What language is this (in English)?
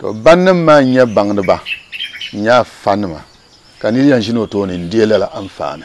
Dagbani